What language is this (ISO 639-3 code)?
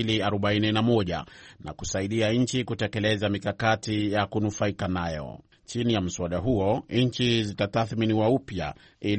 swa